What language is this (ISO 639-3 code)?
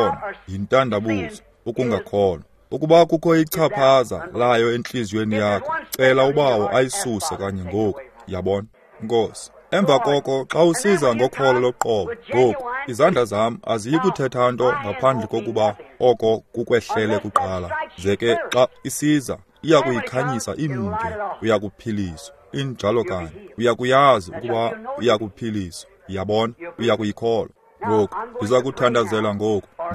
xho